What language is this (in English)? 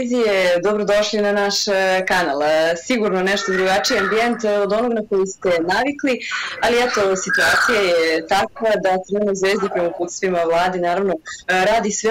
Serbian